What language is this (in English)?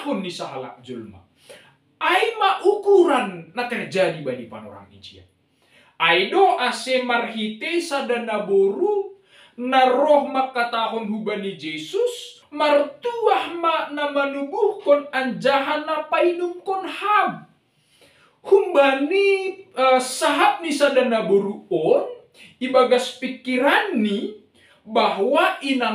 Batak Simalungun